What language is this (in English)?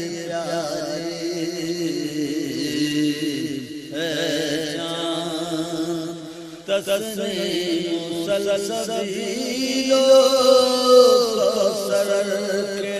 Urdu